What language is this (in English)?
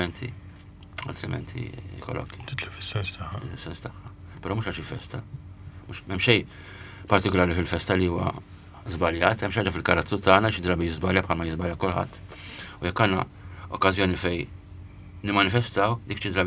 Maltese